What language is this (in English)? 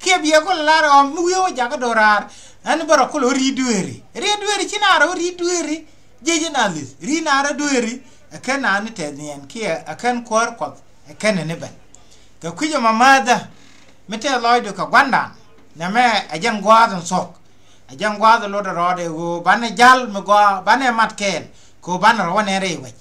Nuer